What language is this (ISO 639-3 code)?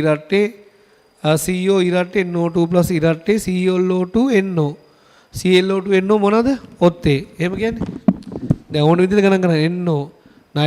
sin